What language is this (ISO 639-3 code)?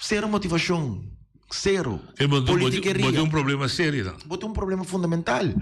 pap